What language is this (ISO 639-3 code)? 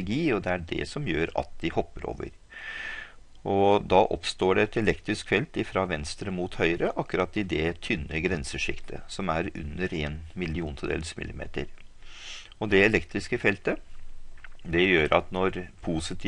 nor